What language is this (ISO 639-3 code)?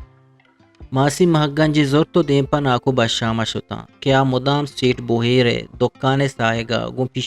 bgp